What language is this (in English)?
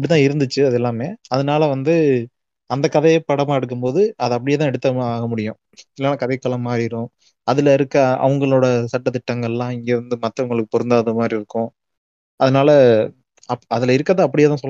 Tamil